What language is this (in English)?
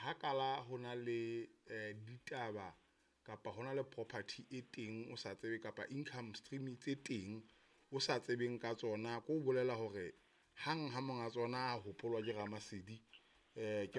Southern Sotho